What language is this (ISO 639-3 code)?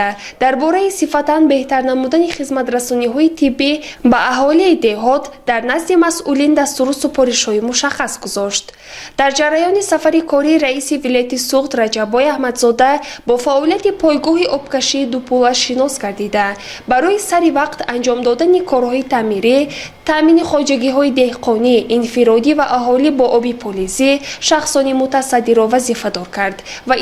tgk